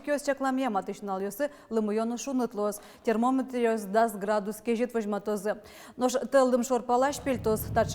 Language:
Udmurt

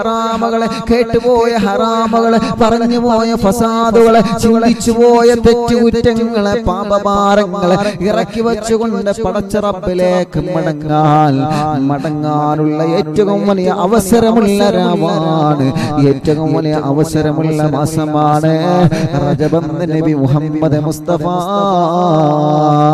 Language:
Malayalam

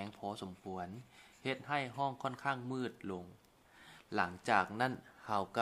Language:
Lao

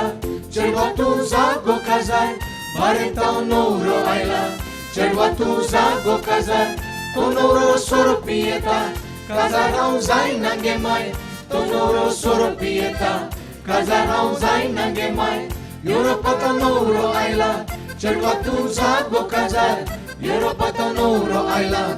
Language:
Konkani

